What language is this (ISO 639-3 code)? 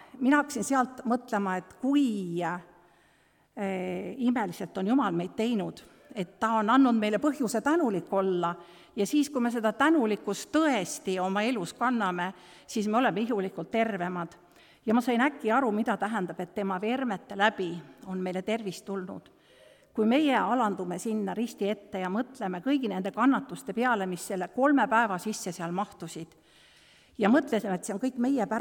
est